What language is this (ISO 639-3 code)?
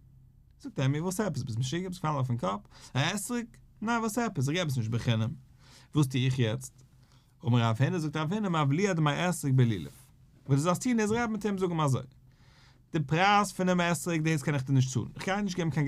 yid